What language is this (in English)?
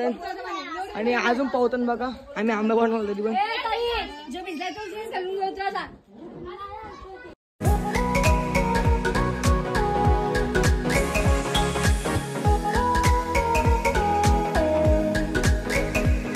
Marathi